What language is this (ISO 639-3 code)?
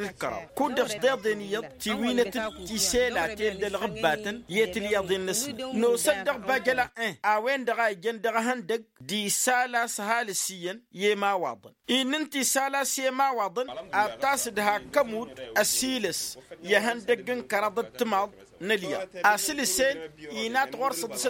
taq